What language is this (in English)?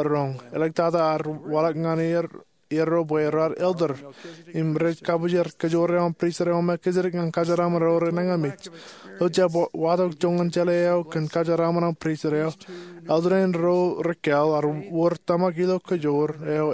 Marshallese